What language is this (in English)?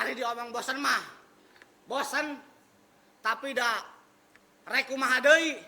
Sundanese